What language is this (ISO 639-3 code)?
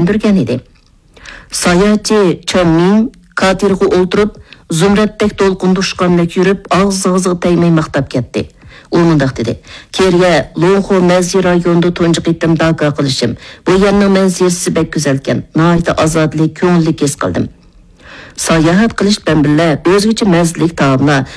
uig